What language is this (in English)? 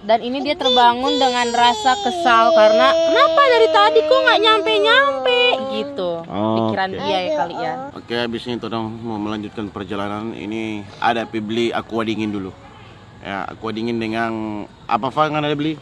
Manado Malay